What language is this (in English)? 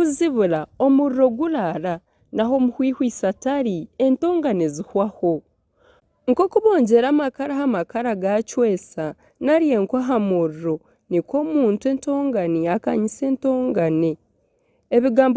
Nyankole